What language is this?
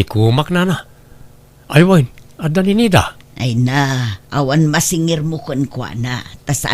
Iloko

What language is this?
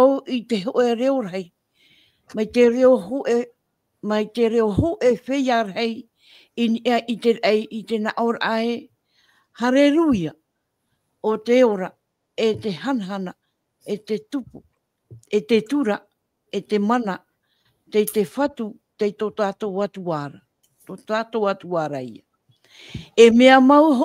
Tahitian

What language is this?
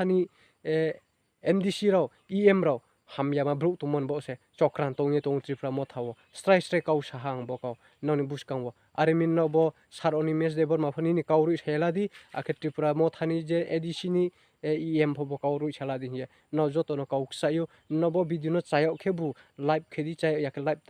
Riang (India)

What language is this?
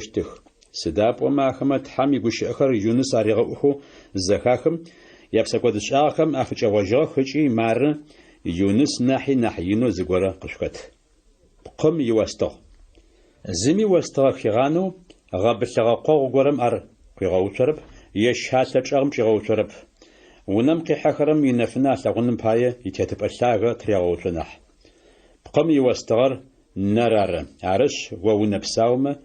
Adyghe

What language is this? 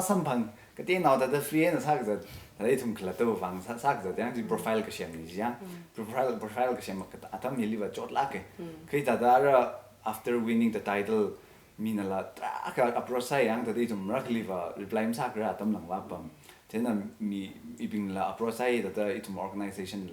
Tangkhul Naga (India)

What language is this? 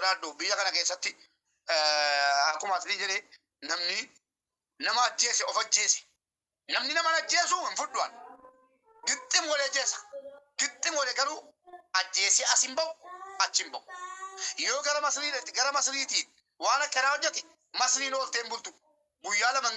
Oromo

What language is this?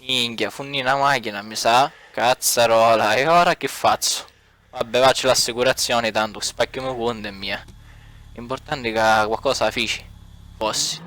Sicilian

